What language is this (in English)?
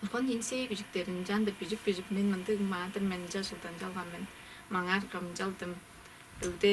Tuvinian